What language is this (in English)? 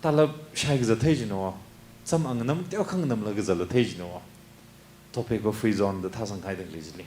Tangkhul Naga (India)